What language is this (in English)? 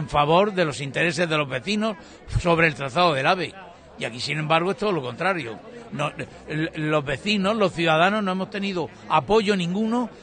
Spanish